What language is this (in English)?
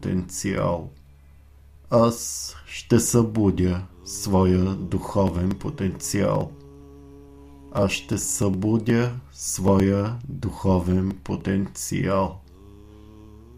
Bulgarian